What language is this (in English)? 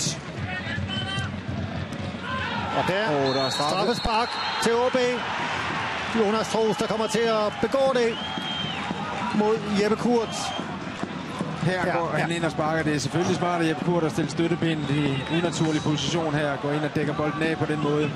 Danish